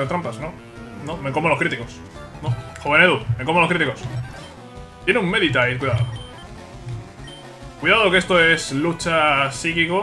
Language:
Spanish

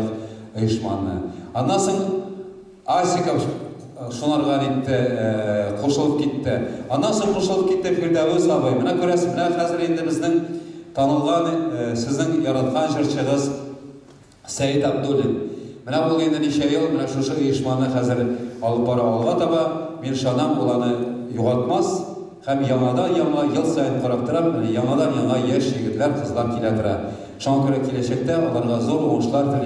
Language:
Tatar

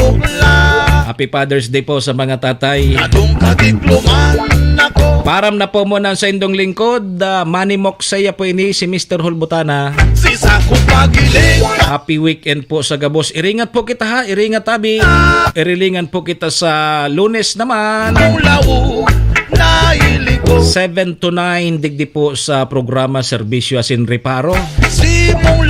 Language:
Bikol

